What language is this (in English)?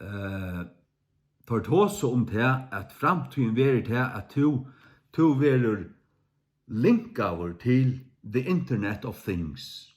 Faroese